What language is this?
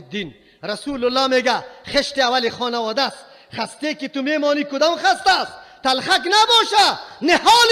Tajik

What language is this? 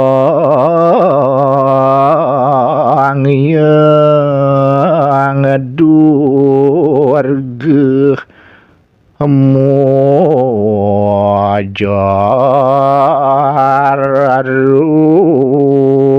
Balinese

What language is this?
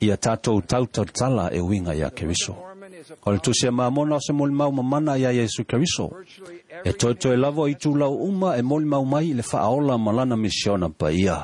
Samoan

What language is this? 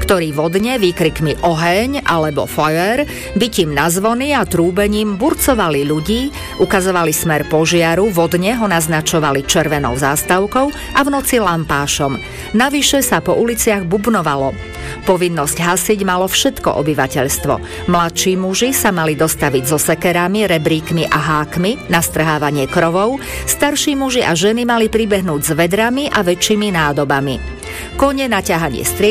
Slovak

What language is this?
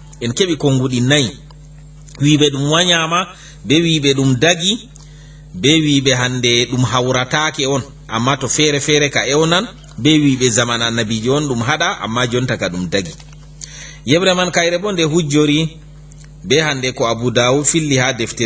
Fula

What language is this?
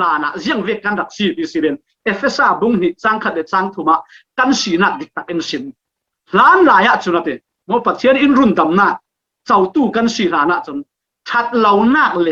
Falam Chin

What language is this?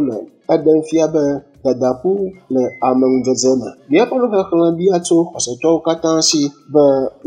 Ewe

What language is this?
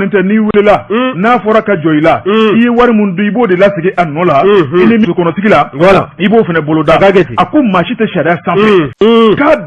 Bambara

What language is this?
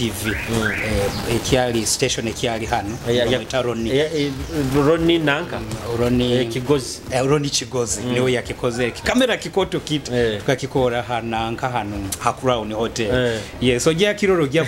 Nyoro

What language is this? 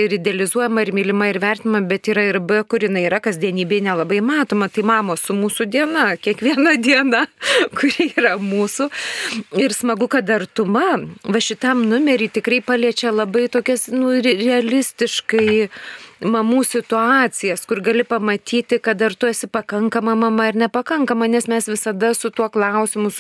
Lithuanian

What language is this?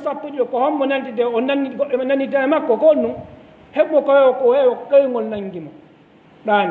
Fula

